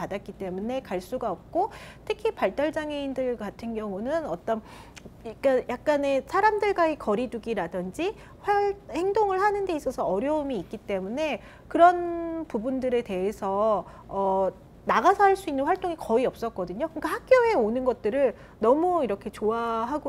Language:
Korean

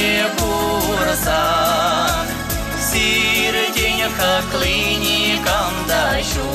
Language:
Chuvash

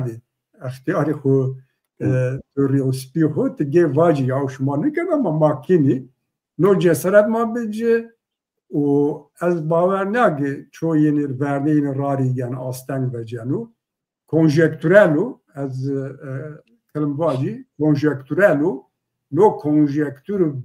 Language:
Zaza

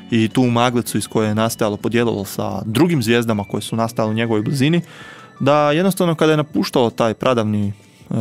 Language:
Croatian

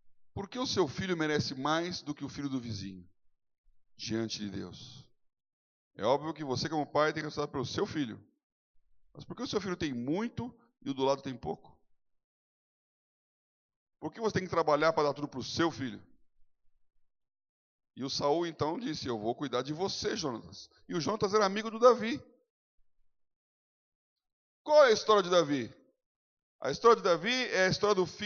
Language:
Portuguese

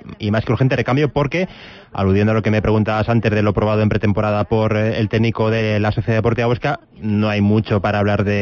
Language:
Spanish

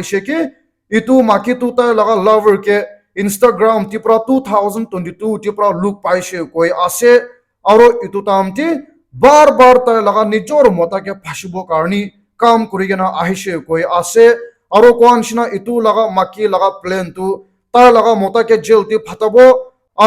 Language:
Naga Pidgin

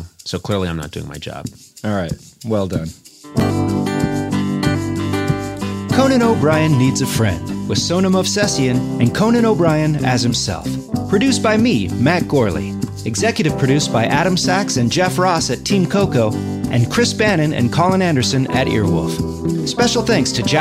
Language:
English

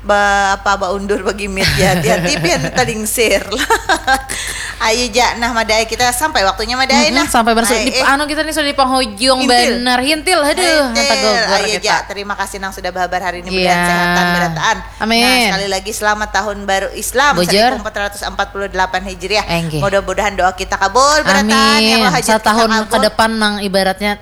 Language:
Banjar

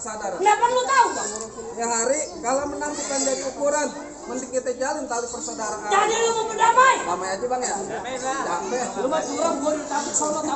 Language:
Betawi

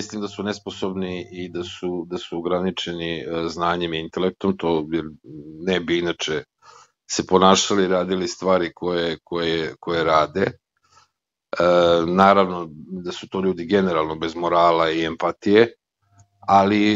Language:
Serbian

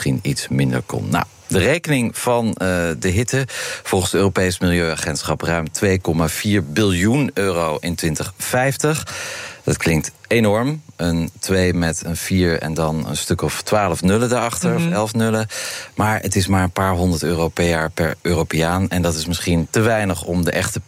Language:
Dutch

